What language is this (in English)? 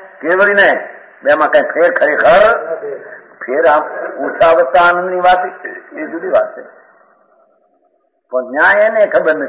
Gujarati